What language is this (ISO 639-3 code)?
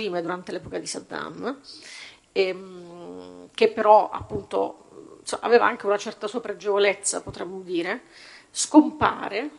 ita